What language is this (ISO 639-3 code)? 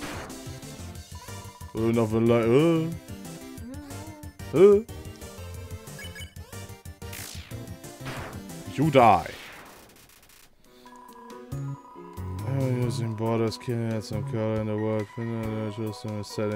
deu